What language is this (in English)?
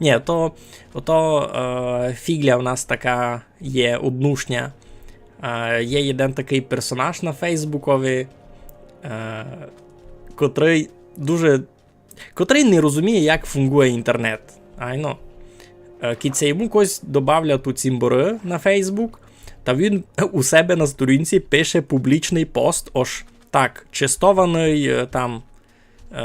Rusyn